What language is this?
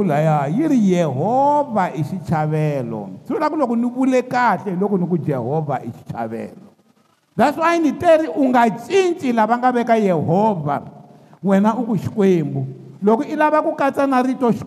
Tsonga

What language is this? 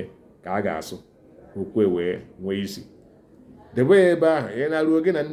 Igbo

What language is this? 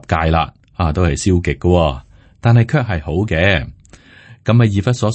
Cantonese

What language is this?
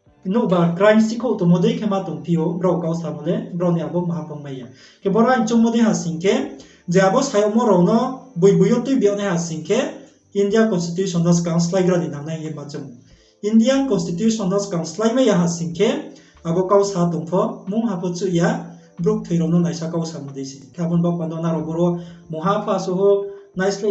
Riang (India)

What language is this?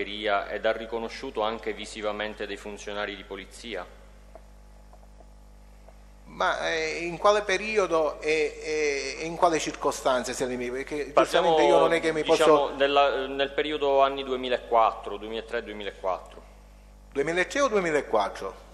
Italian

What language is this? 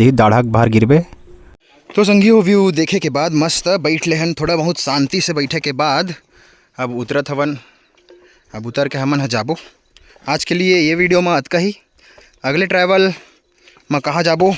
Chhattisgarhi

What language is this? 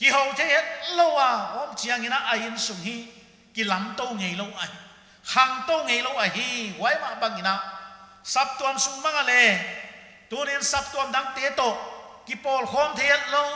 Paite Chin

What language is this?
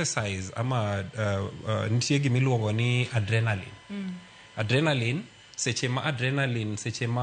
Luo (Kenya and Tanzania)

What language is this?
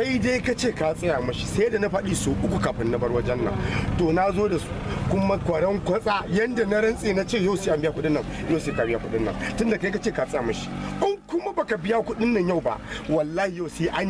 Hausa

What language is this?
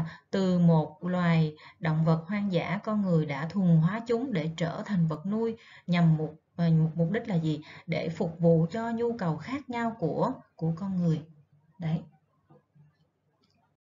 Vietnamese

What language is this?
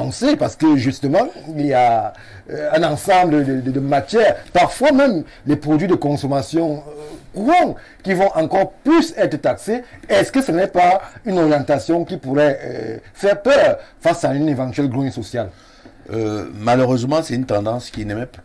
French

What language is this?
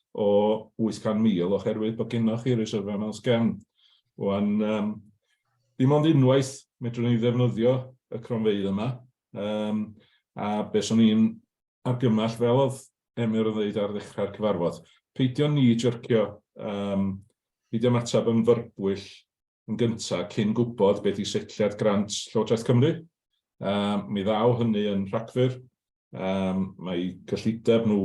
Welsh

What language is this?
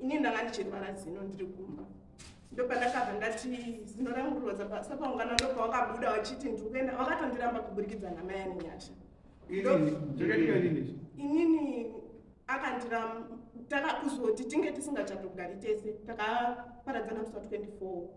Shona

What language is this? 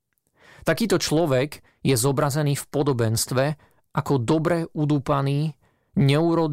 Slovak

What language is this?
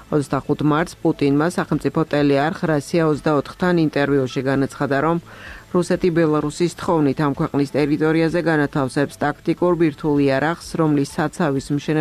Georgian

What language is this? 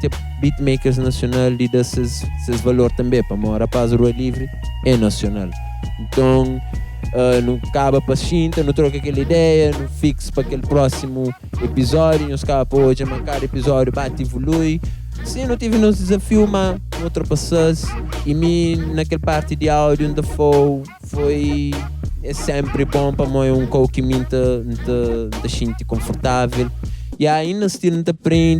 Kabuverdianu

